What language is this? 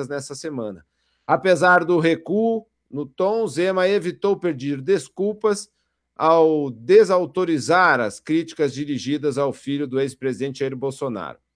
Portuguese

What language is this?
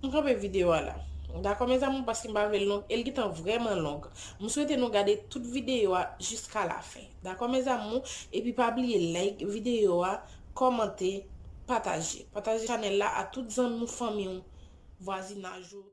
Haitian Creole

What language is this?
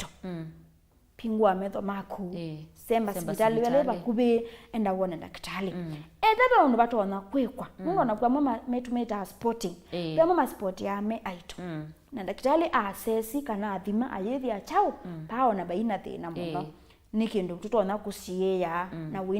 Kamba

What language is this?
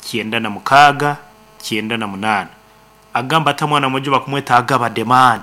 Nyoro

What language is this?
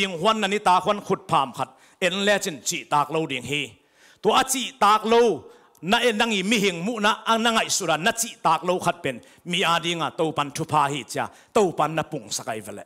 Tedim Chin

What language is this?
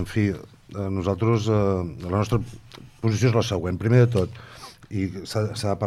Catalan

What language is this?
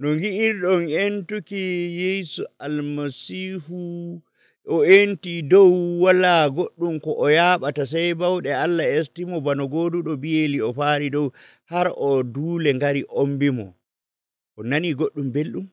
Nigerian Fulfulde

